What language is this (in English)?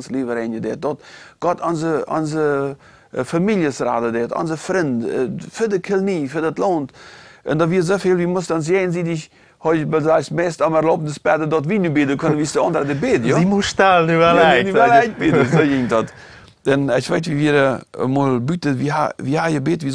Plautdietsch